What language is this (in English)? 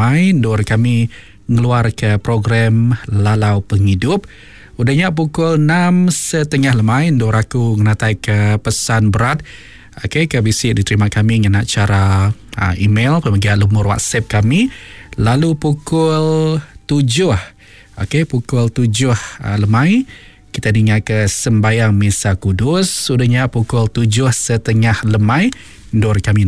Iban